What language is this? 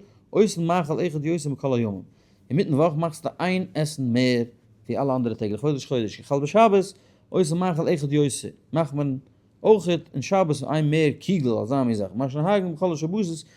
Yiddish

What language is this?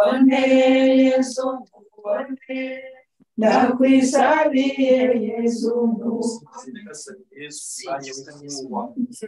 Kinyarwanda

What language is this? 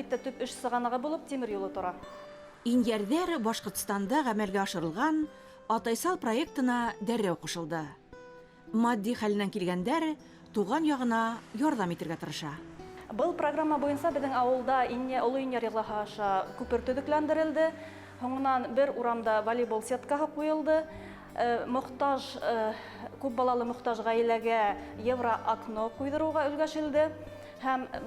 Bashkir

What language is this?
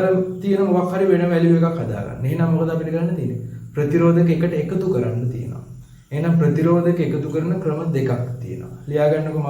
Sinhala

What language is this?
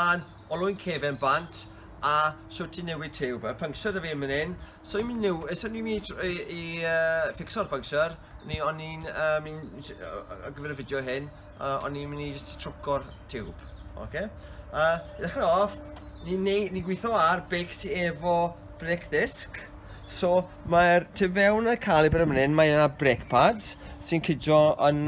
Welsh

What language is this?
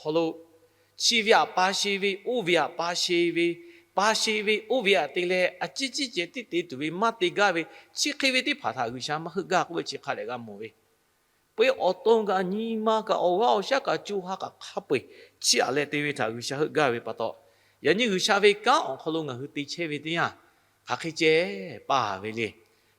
Lahu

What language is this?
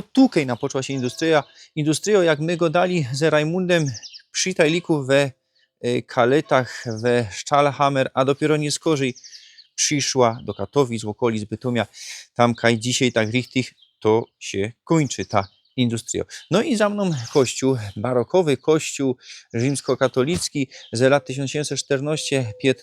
Silesian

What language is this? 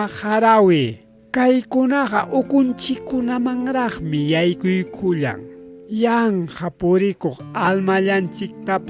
Ayacucho Quechua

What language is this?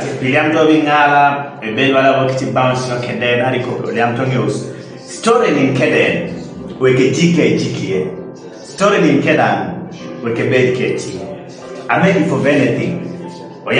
Kumam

